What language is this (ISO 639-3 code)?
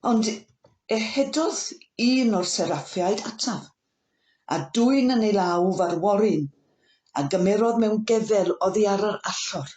cym